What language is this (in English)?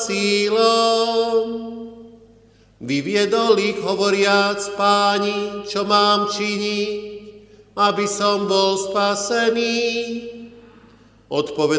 Slovak